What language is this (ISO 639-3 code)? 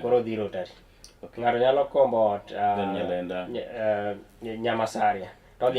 luo